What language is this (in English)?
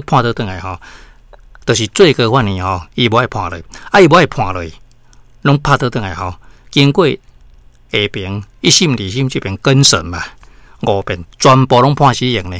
Min Nan Chinese